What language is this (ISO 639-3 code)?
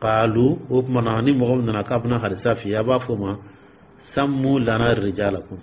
dyu